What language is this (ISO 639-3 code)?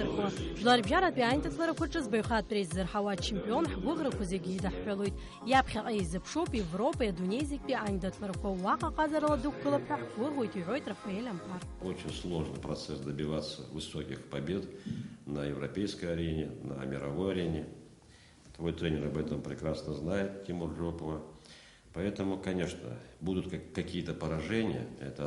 abk